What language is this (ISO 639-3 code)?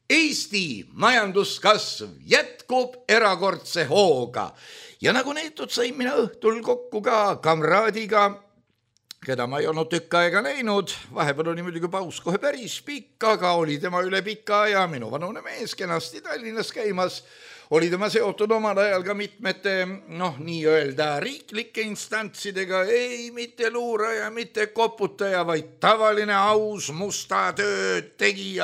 est